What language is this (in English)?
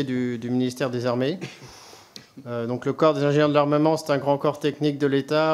French